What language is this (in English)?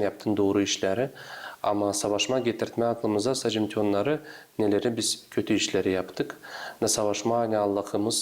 Gagauz